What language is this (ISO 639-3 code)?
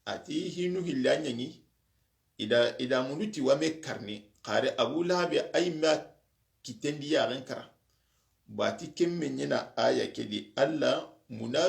snk